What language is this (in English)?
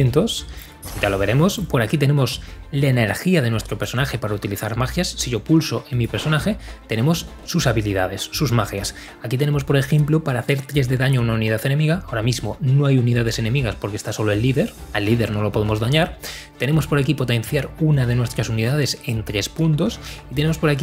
Spanish